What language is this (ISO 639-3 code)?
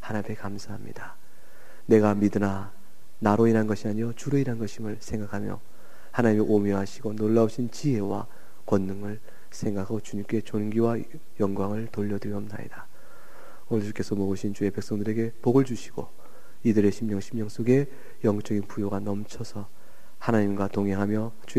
kor